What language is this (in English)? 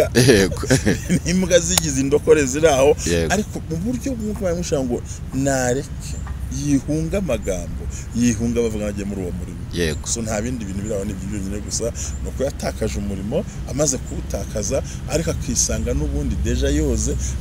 Kinyarwanda